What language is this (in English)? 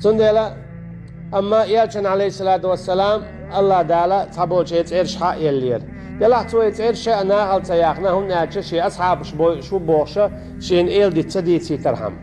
Chechen